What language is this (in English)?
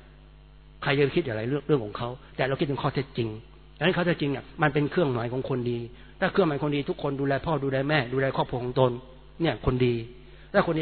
Thai